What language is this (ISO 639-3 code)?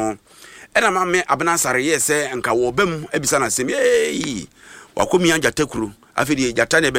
aka